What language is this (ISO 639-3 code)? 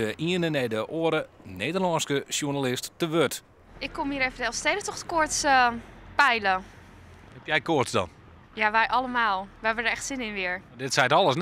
fry